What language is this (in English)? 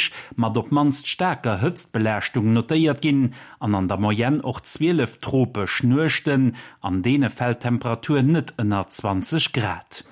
Luxembourgish